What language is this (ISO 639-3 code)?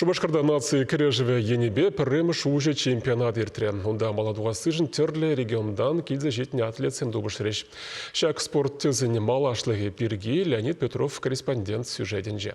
chv